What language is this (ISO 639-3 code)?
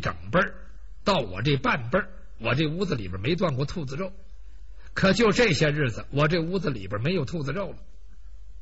zho